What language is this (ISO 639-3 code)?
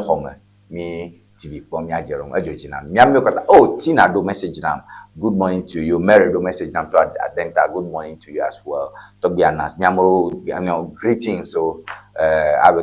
ewe